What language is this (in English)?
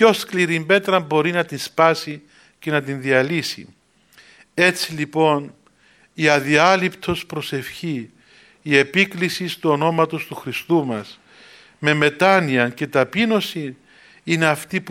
Greek